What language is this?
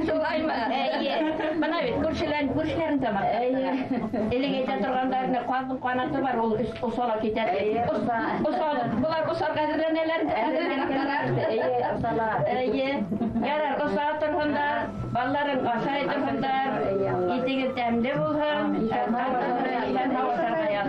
Bashkir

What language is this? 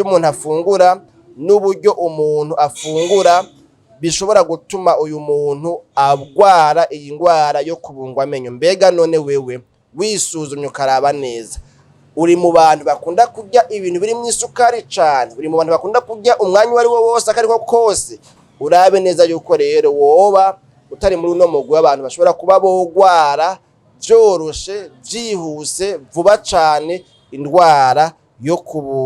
Rundi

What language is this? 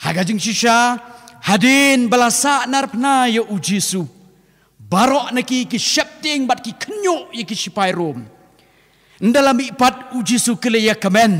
Khasi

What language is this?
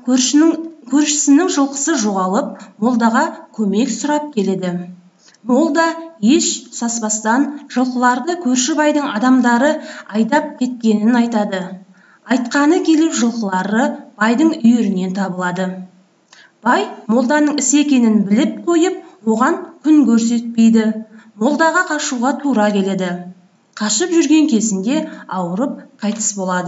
Kazakh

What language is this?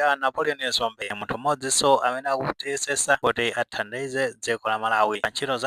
Nyanja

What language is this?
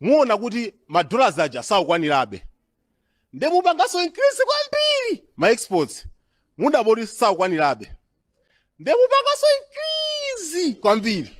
Nyanja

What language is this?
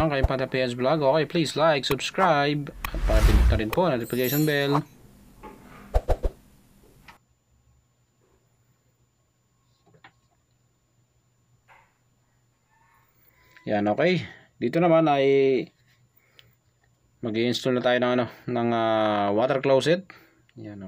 Filipino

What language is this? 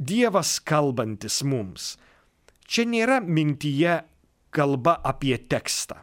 Lithuanian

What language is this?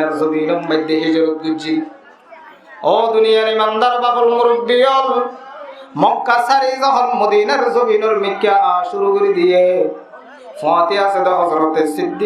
Rohingya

